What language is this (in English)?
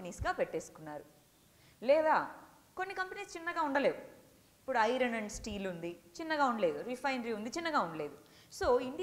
Telugu